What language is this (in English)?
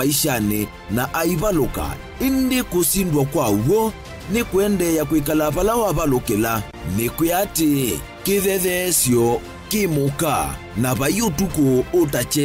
Kamba